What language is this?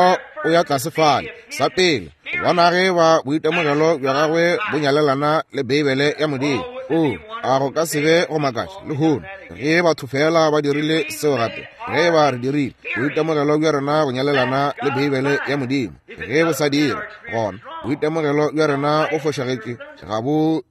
Northern Sotho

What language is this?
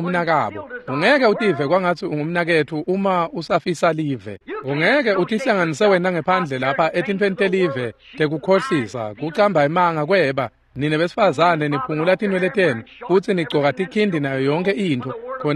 Swati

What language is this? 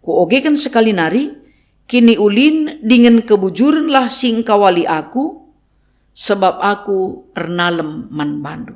Batak Karo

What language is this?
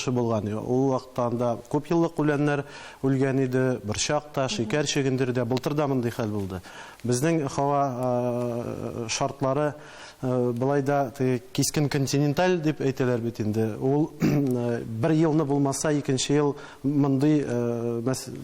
Tatar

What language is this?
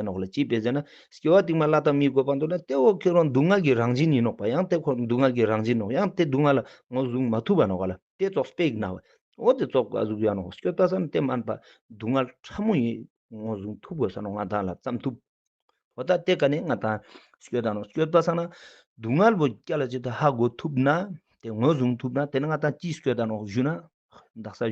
Ladakhi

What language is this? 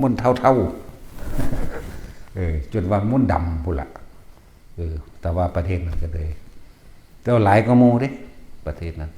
Northeastern Thai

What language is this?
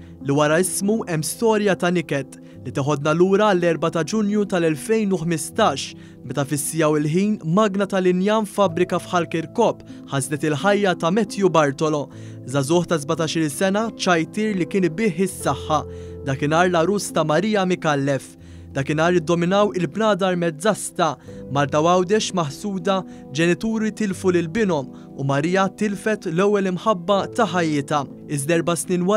Maltese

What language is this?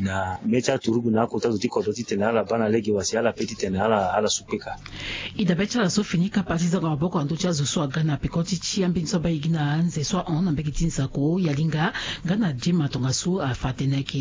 Sango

